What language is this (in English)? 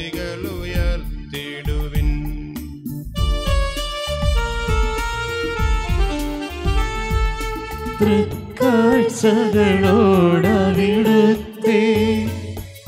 Malayalam